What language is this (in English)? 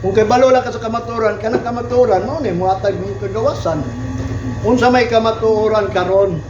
Cebuano